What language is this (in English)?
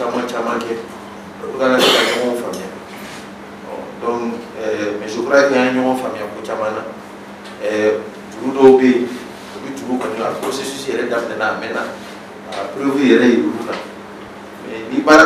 Bambara